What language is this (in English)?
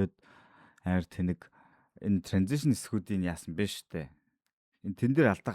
Mongolian